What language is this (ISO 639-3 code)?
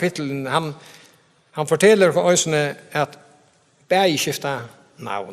fao